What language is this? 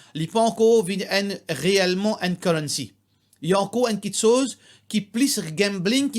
Morisyen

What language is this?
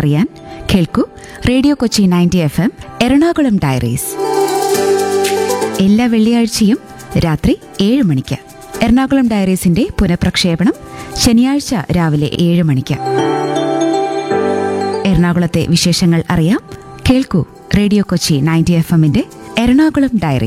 Malayalam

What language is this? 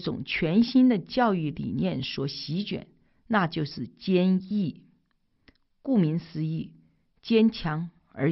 Chinese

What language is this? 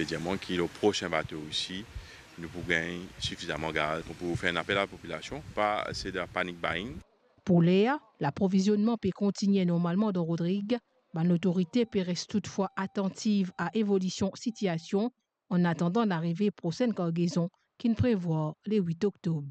Morisyen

